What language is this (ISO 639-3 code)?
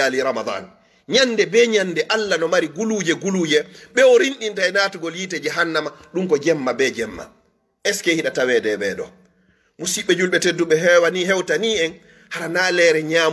ful